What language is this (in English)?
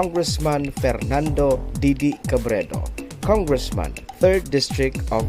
Bikol